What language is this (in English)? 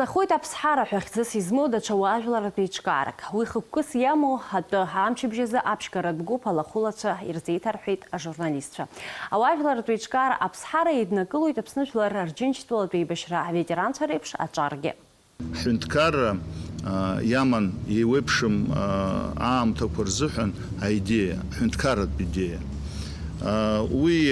Abkhazian